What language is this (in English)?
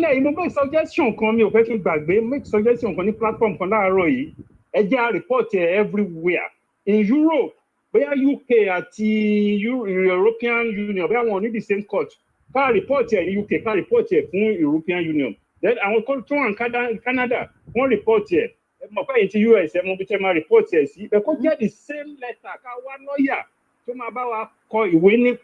Yoruba